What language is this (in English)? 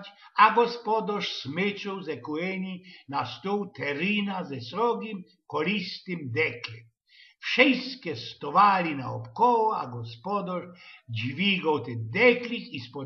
Silesian